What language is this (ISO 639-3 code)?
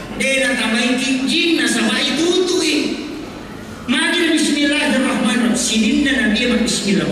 bug